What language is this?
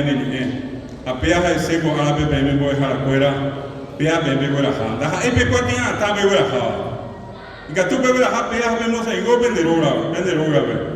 Guarani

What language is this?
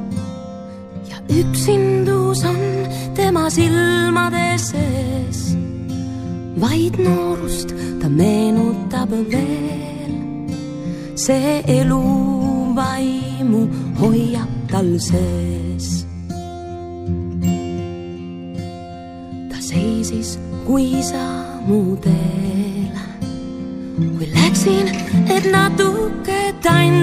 Estonian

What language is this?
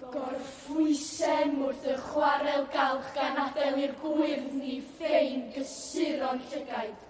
Welsh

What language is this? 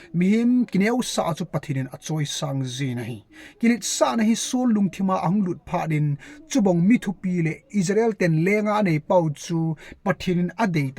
Thado Chin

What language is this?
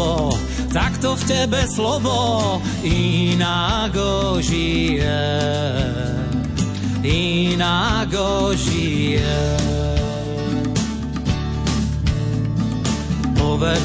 Slovak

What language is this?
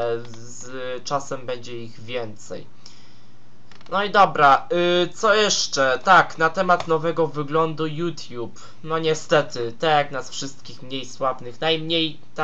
Polish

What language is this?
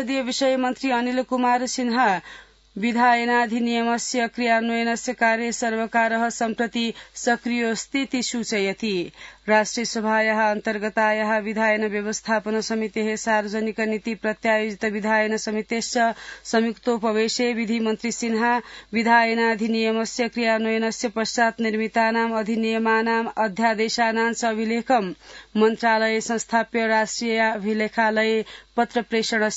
Sanskrit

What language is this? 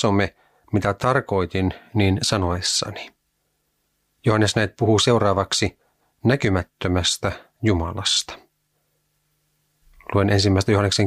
Finnish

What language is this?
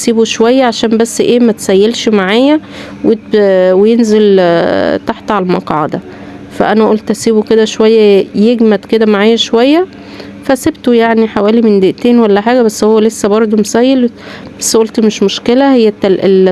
Egyptian Arabic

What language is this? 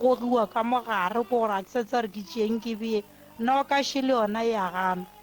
Northern Sotho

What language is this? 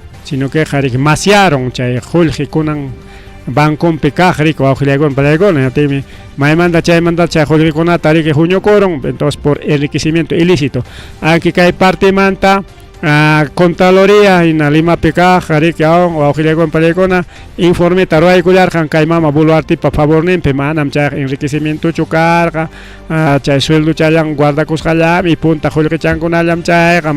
Ayacucho Quechua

